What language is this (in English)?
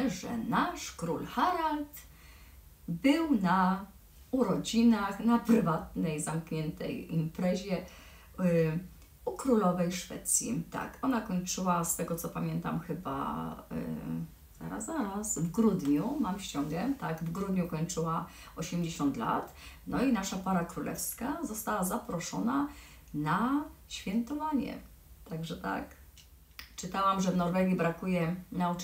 Polish